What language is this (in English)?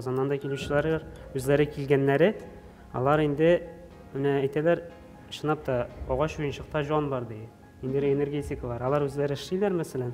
Tatar